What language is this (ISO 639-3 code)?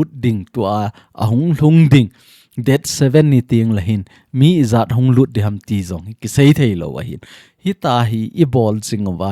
tcz